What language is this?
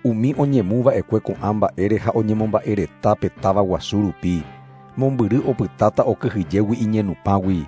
Guarani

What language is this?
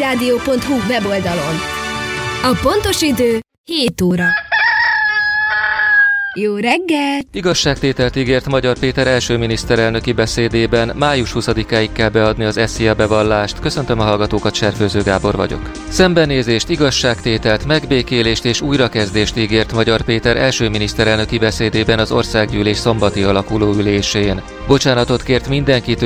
Hungarian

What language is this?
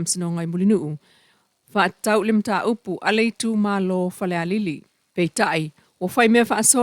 Samoan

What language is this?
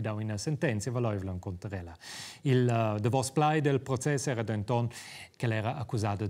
Romansh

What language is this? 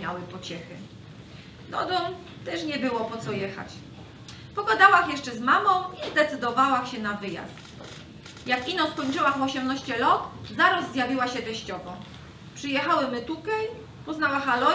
Silesian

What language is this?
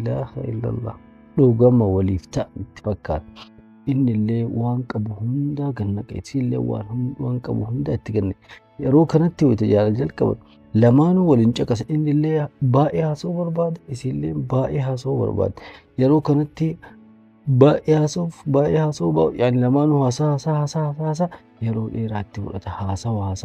Oromo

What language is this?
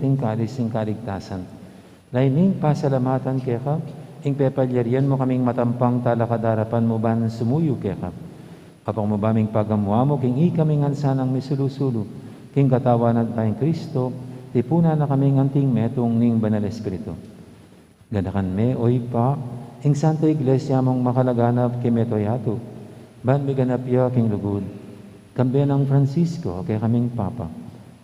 Pampanga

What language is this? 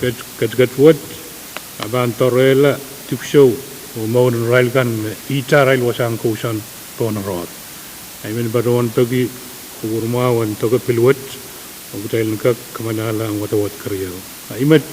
Pohnpeian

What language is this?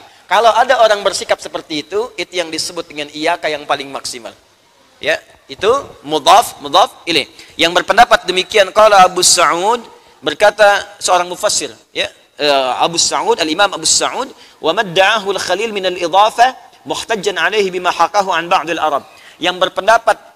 Indonesian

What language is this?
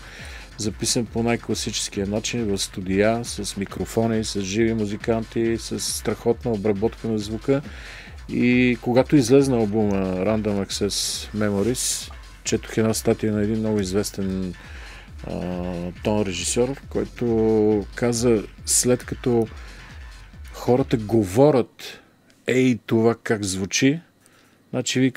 Bulgarian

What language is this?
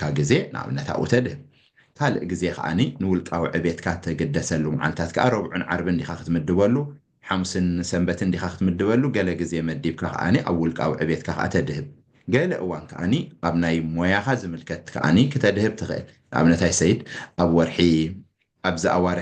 Tigrinya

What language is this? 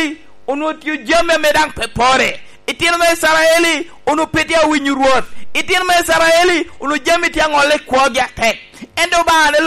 Lango (Uganda)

